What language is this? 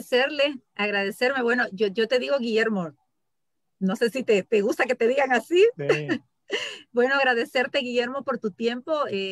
Spanish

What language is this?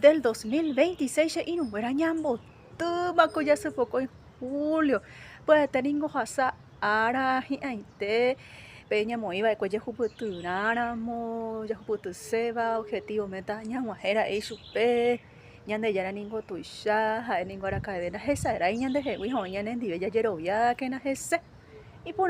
Guarani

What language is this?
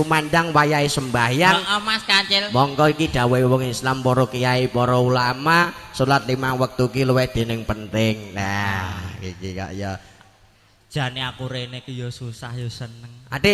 Javanese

